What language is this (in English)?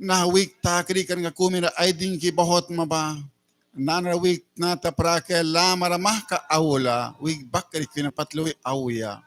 Mískito